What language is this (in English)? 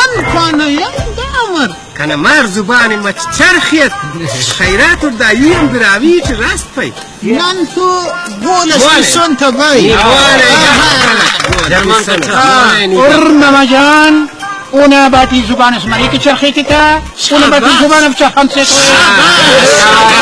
Brahui